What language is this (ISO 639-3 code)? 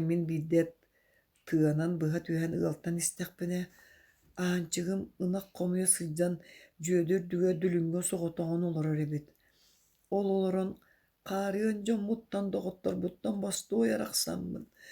sah